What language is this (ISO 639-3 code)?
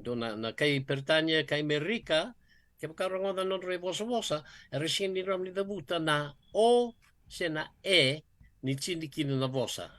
fij